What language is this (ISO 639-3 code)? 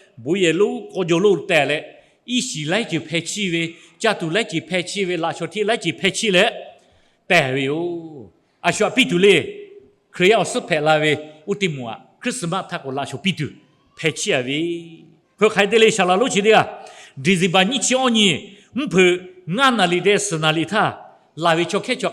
lhu